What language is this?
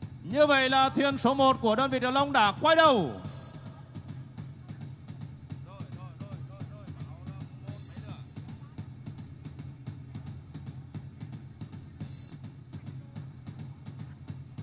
Vietnamese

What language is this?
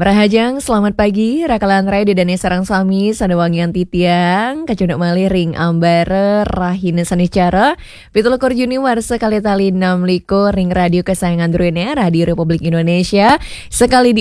Balinese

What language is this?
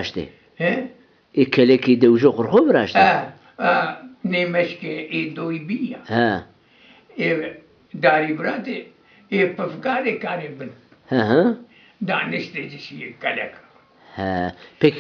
Zaza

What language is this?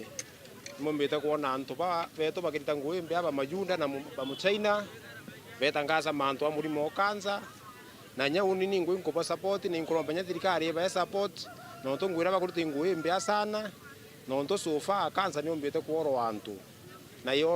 Meru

